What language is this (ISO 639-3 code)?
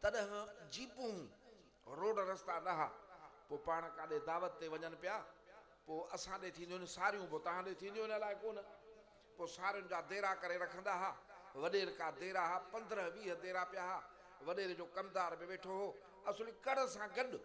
snd